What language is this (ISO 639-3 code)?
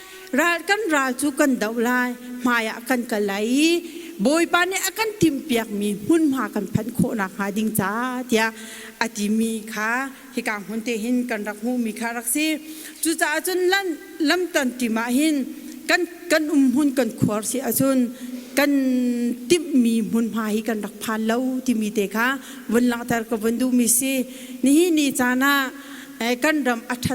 cnh